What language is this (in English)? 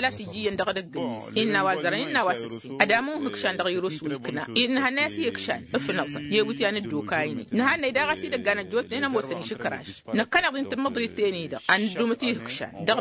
Tamasheq